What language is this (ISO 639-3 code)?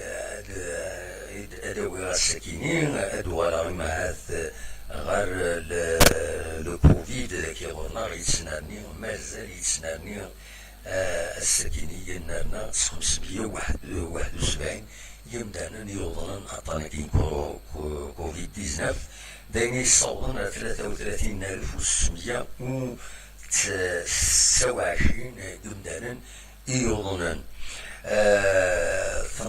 kab